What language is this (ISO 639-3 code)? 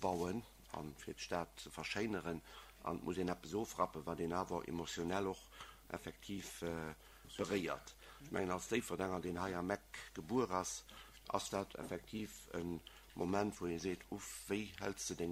ltz